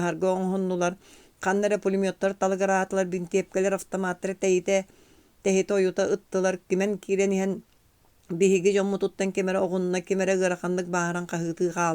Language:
Yakut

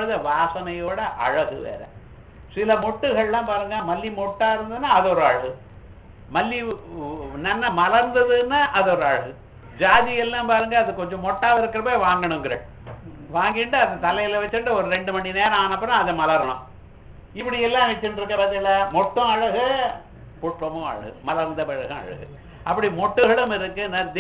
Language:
Tamil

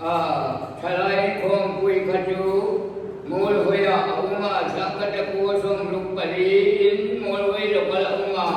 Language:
Hmar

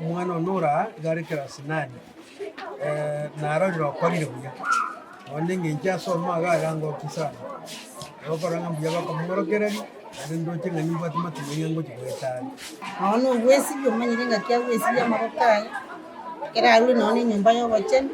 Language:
Gusii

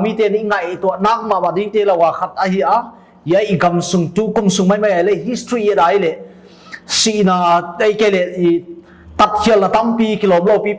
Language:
Paite Chin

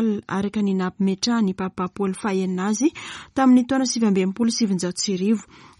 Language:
Malagasy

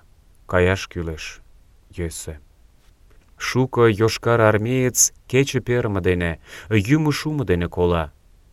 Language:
Mari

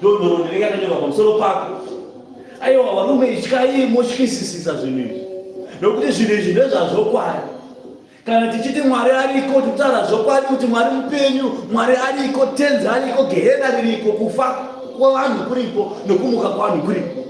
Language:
Shona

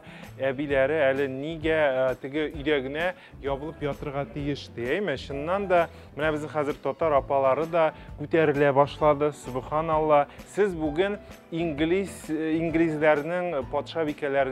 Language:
Tatar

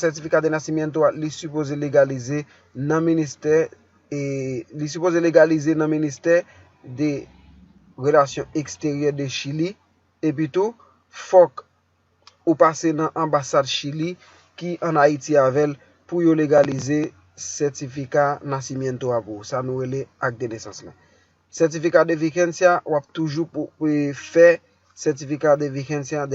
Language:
Haitian Creole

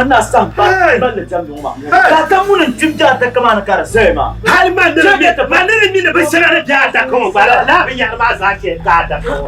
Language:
Dagbani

